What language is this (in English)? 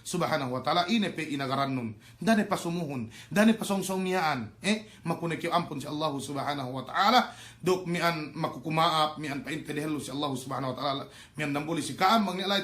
Yakan